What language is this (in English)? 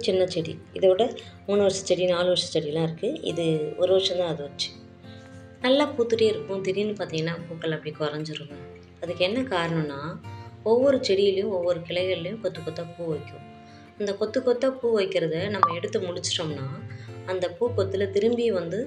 Tamil